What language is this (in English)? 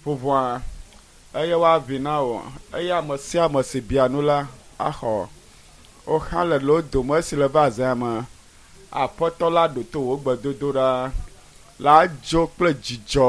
Ewe